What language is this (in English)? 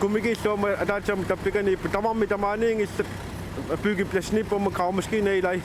Kalaallisut